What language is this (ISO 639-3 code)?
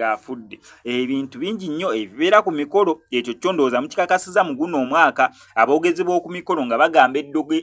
lug